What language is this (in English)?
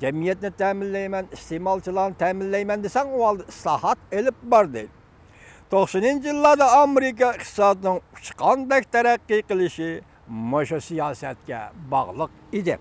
Uyghur